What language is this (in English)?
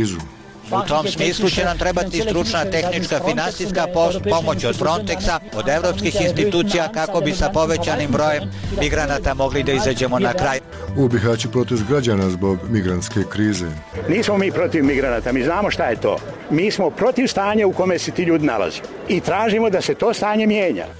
Bosnian